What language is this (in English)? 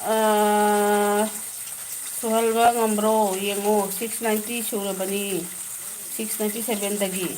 Manipuri